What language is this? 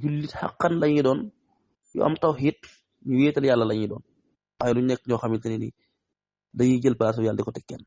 Wolof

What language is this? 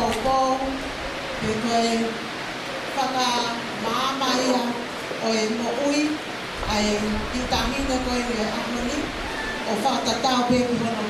Tongan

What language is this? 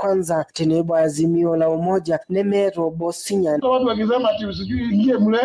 Masai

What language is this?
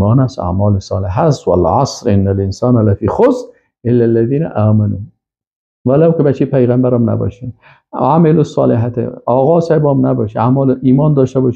Persian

